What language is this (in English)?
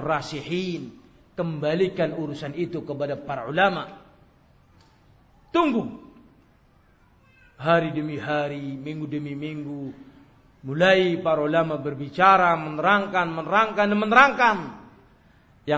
Indonesian